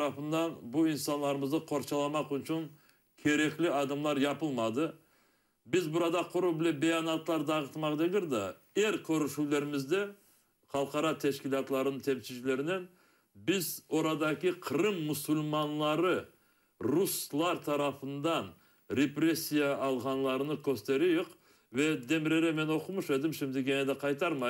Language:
Crimean Tatar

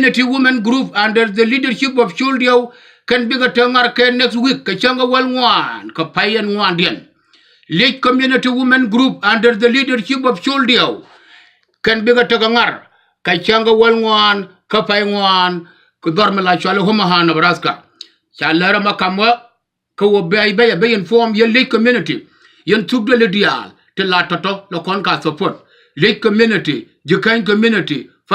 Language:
Nuer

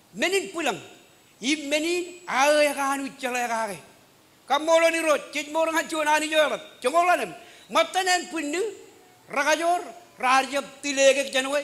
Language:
Marshallese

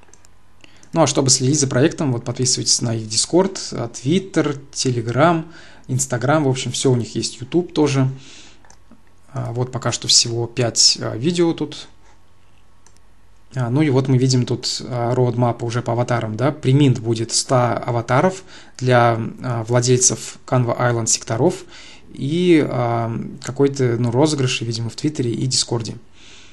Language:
Russian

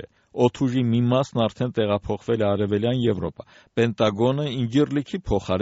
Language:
Armenian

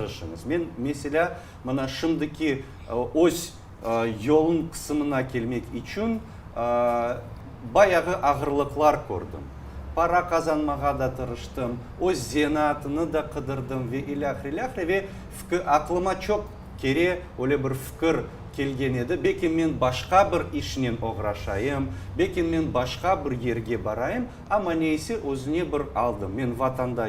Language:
Crimean Tatar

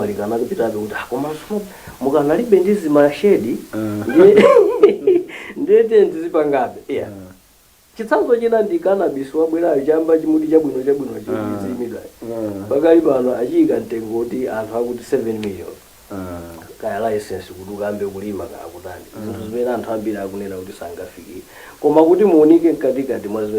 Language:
Nyanja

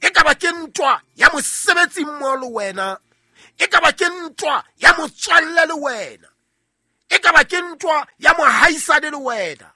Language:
Southern Sotho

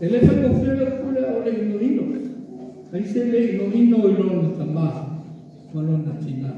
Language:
Samoan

